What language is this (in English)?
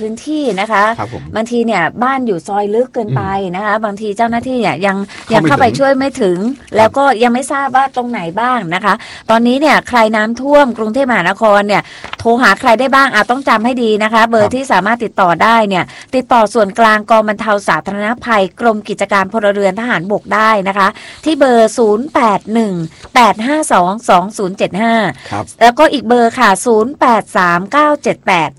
Thai